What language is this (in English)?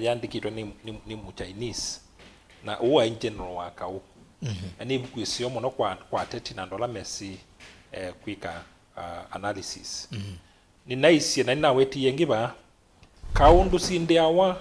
Kamba